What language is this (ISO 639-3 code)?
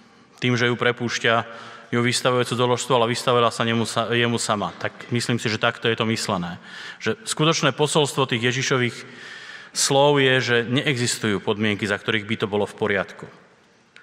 slk